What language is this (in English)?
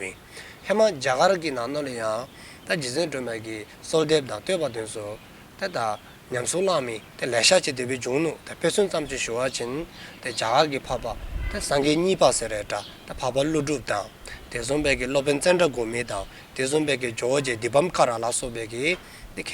Dzongkha